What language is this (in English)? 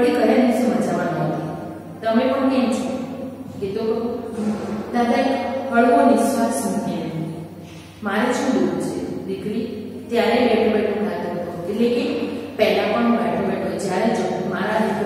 Gujarati